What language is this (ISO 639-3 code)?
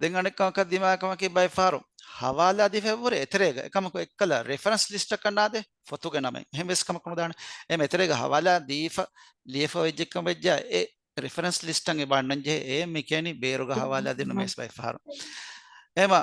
div